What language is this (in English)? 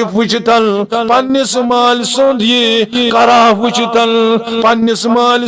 Kashmiri